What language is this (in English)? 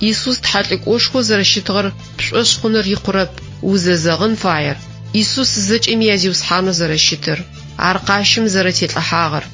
Adyghe